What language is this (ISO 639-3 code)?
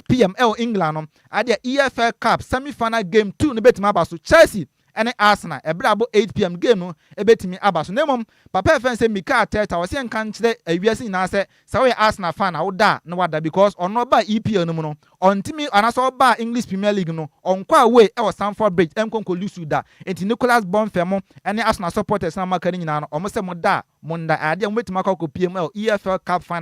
aka